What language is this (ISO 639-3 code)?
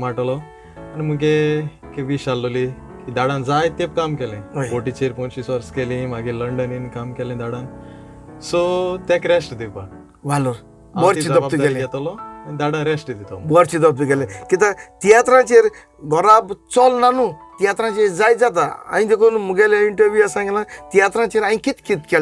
kok